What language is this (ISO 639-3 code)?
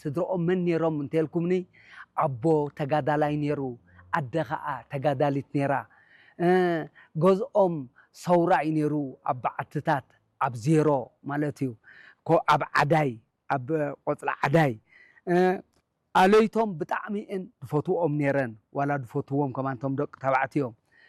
tir